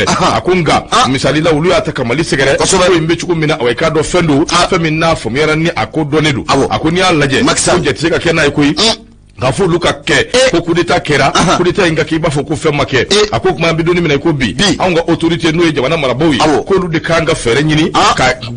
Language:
Bambara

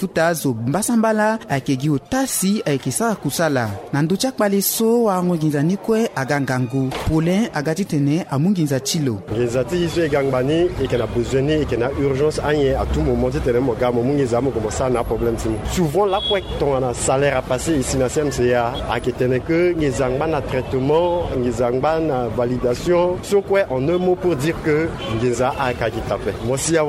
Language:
Sango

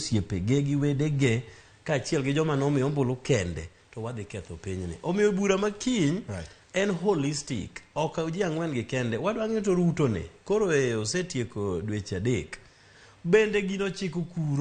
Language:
Luo (Kenya and Tanzania)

